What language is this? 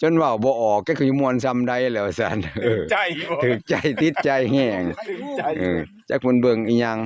Northeastern Thai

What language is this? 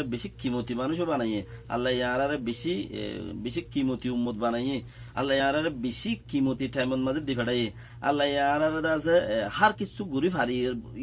Rohingya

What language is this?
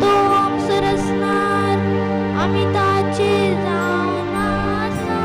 Konkani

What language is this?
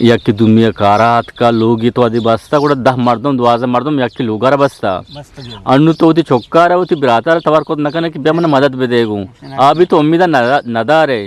Eastern Balochi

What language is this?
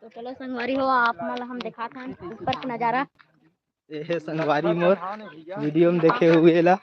Chhattisgarhi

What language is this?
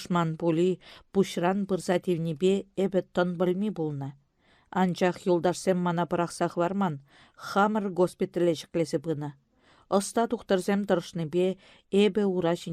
Chuvash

